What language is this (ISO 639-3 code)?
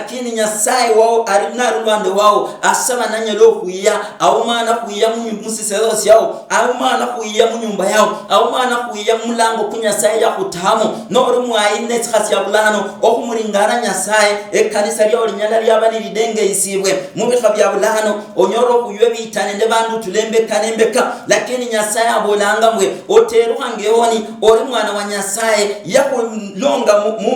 luy